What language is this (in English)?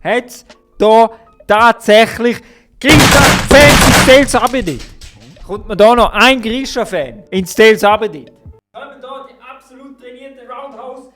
Swiss German